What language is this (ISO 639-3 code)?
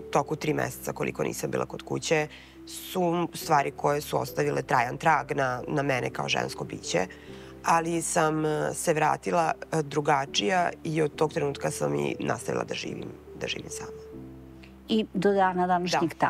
srp